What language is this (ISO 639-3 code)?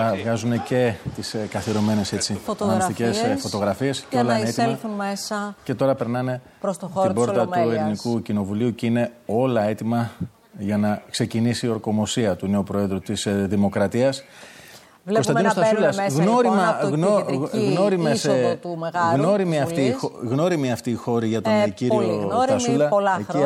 ell